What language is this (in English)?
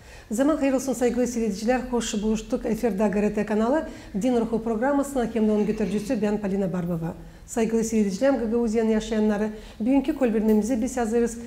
Gagauz